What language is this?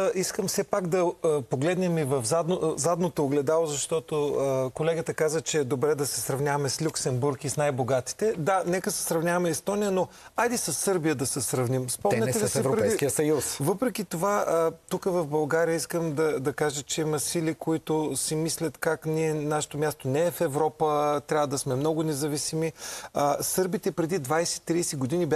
Bulgarian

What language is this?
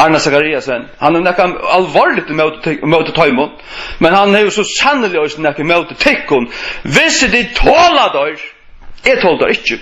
Faroese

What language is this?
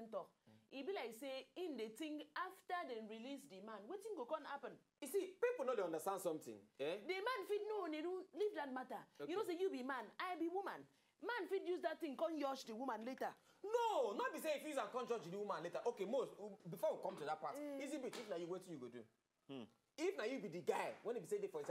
Nigerian Pidgin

